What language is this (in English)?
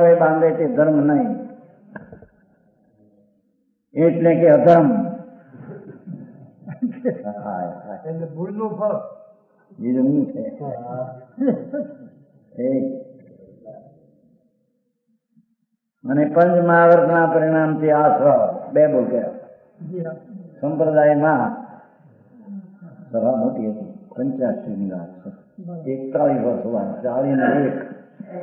Gujarati